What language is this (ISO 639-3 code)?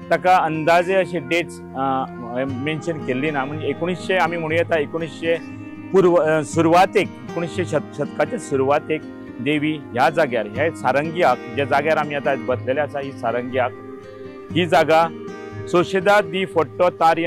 kok